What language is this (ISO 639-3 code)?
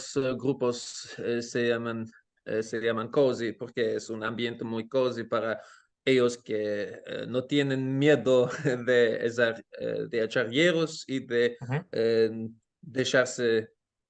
lad